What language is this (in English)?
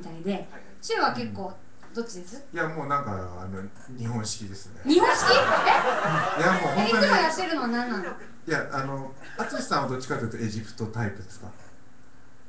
Japanese